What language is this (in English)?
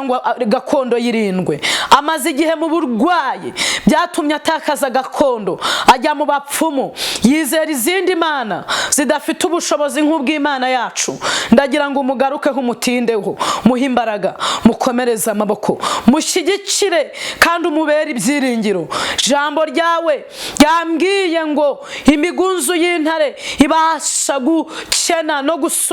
Kinyarwanda